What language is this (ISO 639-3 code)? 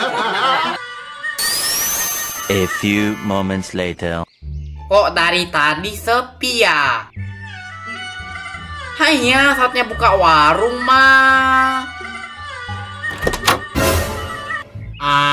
ind